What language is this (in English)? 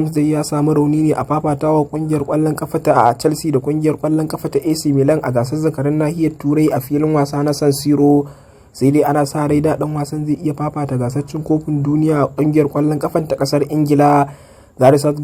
Hausa